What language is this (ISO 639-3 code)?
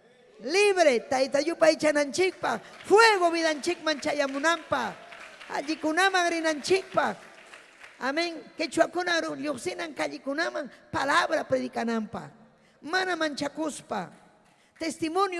quy